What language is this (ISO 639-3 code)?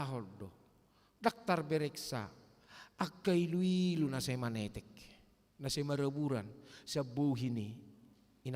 bbc